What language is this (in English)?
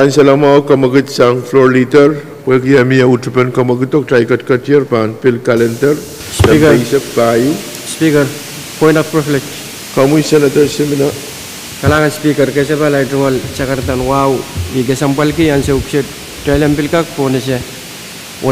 Pohnpeian